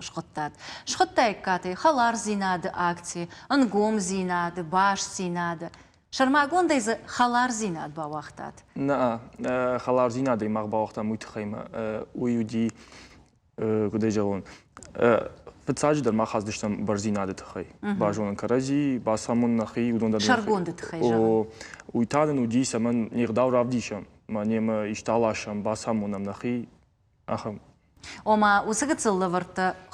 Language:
Ossetic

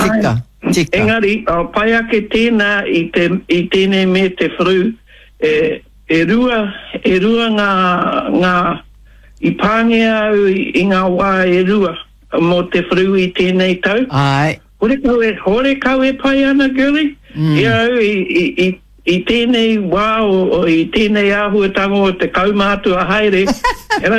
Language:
Māori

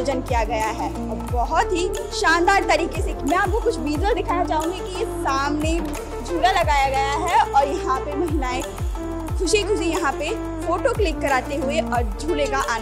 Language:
Hindi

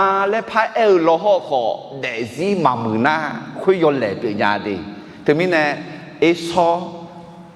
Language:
Akha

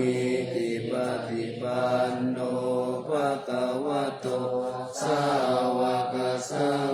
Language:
Pali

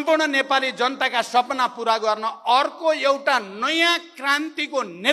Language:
Nepali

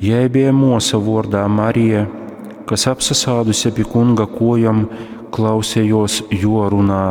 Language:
Latgalian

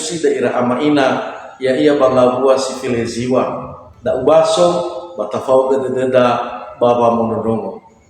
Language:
Nias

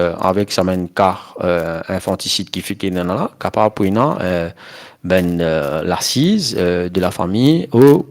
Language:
Morisyen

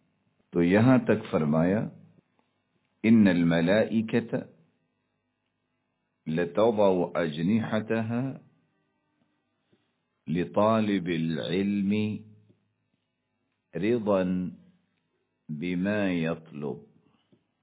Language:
Urdu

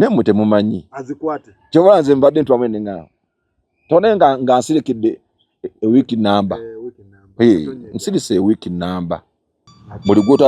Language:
Ganda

